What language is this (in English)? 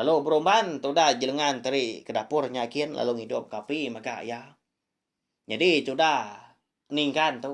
Iban